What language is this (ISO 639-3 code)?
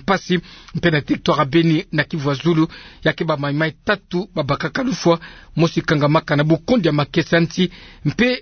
ktu